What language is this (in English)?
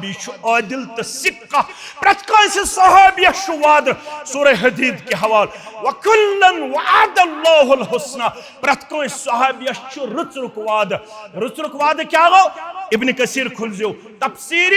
Kashmiri